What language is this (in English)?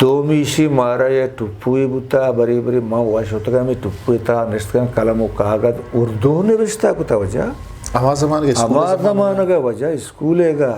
Eastern Balochi